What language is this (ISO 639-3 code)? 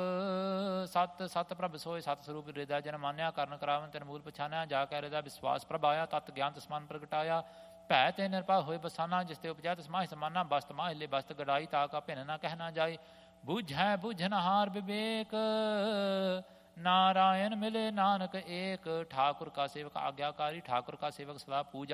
pan